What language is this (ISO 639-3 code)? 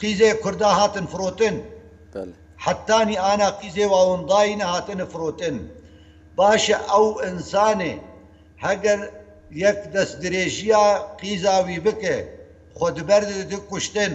kur